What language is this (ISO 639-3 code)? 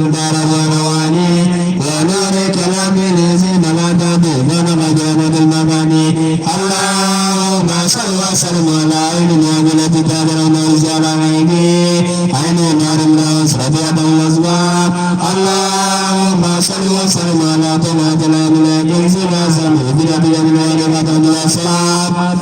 bam